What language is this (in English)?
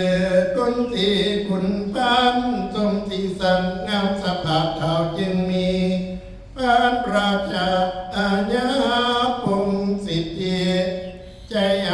Northeastern Thai